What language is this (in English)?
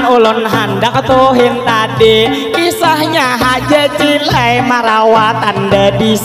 Banjar